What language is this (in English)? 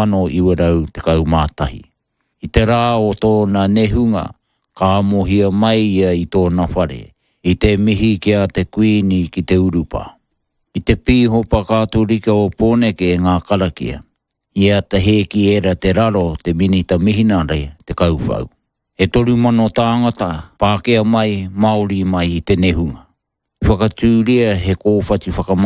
Māori